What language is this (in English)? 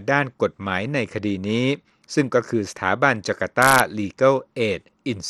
Thai